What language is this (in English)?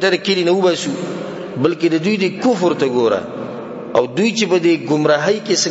Pashto